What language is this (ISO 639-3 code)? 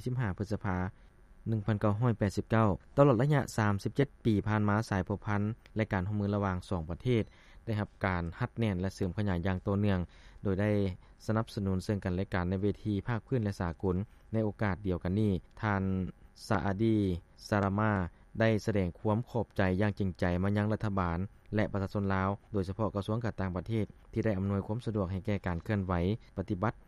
lao